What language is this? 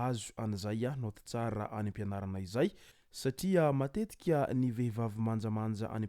Malagasy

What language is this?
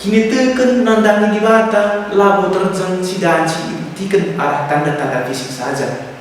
Batak Karo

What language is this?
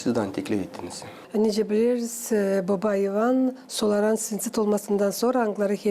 Gagauz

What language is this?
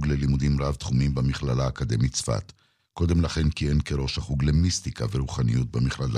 Hebrew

